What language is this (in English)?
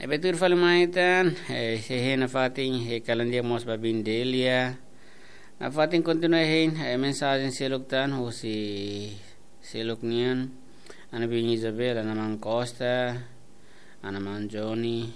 Tetum